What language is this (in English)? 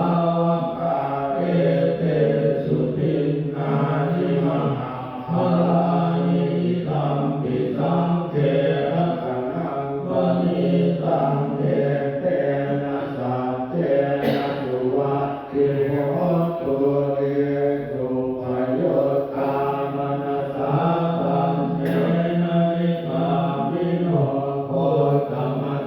Pali